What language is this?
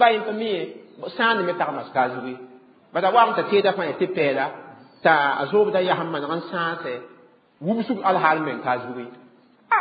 Mossi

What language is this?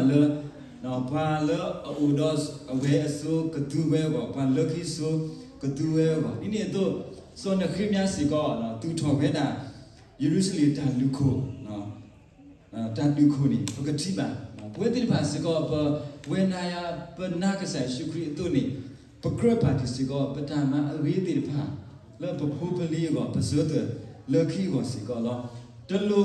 S'gaw Karen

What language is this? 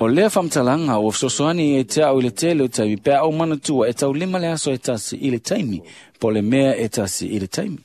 Samoan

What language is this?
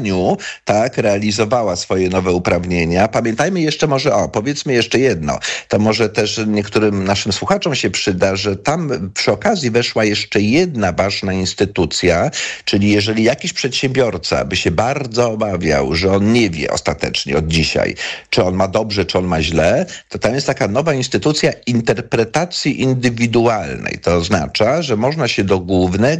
Polish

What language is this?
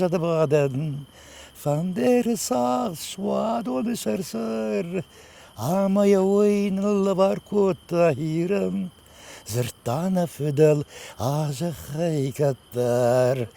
Ossetic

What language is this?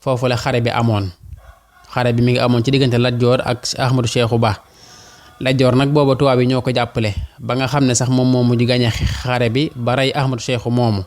Wolof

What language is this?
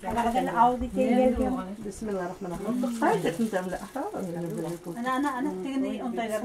Bashkir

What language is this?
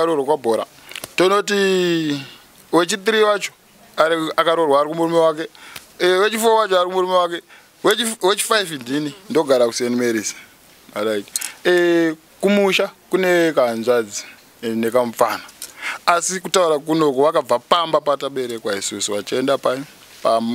Shona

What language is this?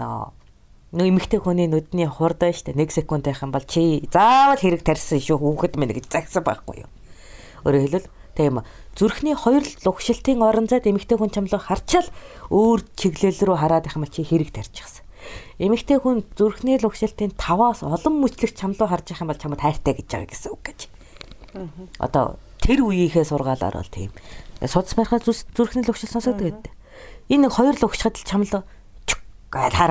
Mongolian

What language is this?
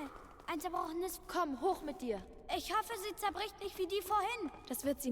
Bavarian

